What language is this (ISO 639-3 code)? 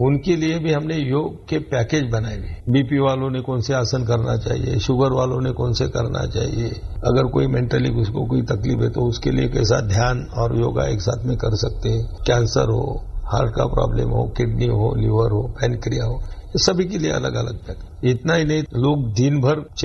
hin